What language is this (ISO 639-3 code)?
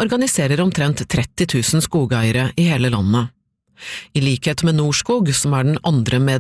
nor